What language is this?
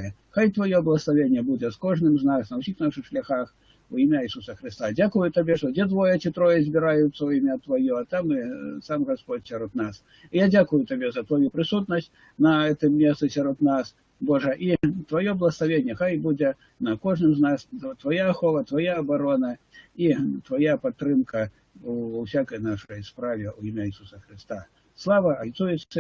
Belarusian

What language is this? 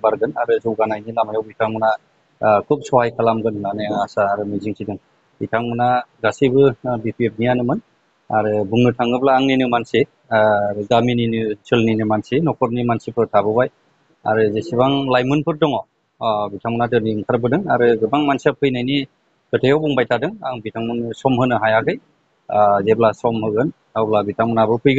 Bodo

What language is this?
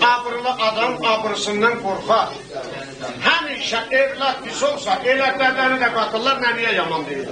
South Azerbaijani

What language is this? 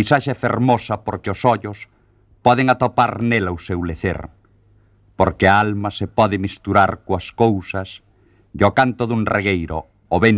Galician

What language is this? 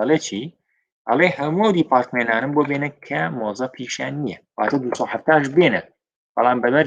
Central Kurdish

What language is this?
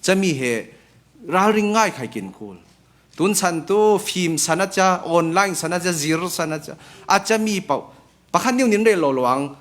Falam Chin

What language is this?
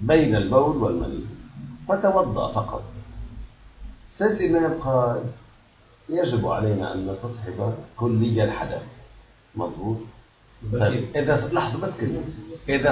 Arabic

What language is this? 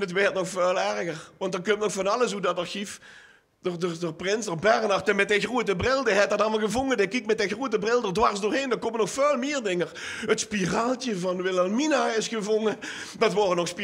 Limburgish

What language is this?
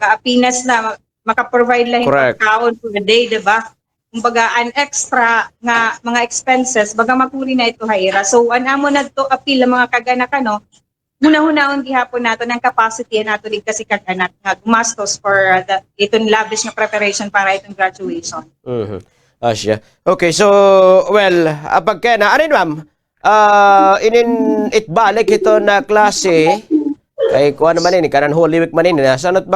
Waray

